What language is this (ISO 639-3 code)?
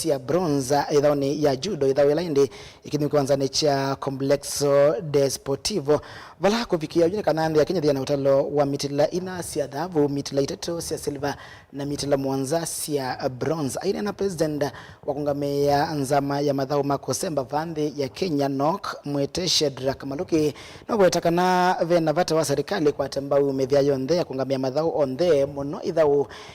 kam